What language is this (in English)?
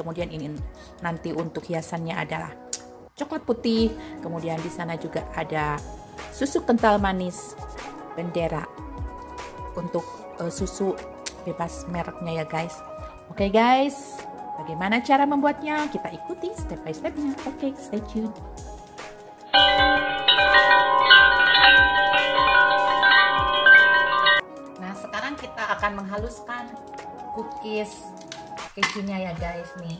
Indonesian